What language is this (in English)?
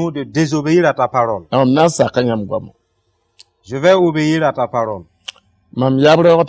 Mossi